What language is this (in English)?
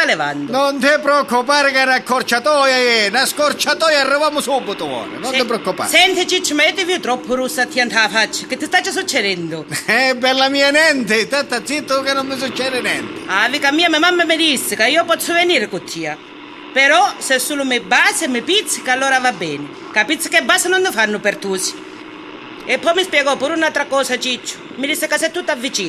Sicilian